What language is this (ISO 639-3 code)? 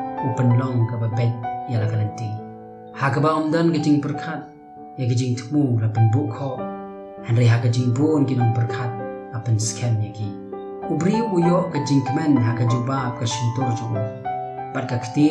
kha